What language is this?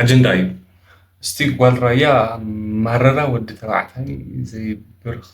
Tigrinya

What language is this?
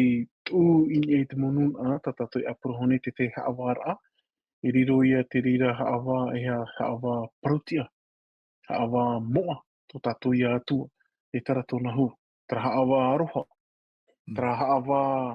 Tahitian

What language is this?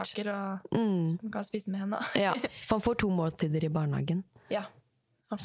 Norwegian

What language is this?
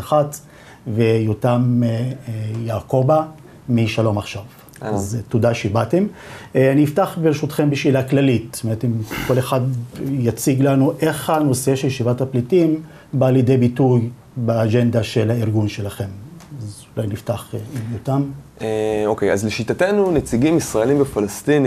Hebrew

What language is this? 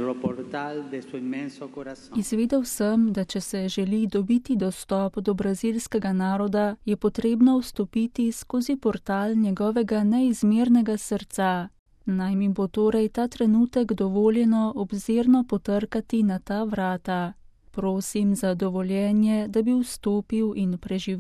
Slovenian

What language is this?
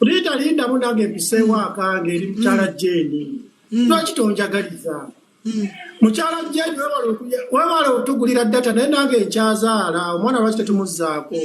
Ganda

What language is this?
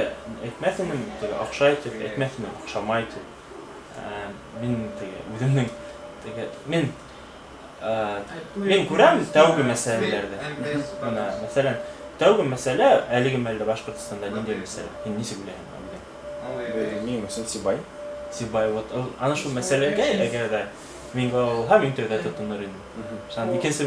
Bashkir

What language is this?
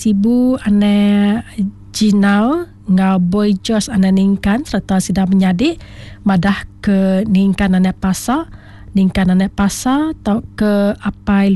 Iban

